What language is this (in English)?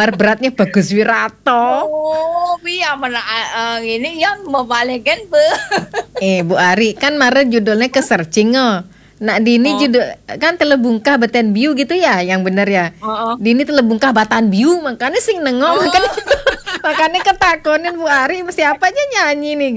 Balinese